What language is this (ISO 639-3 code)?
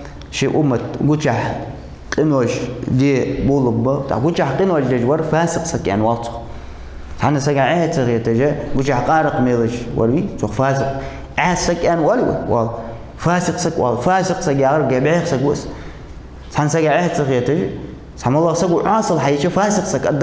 inh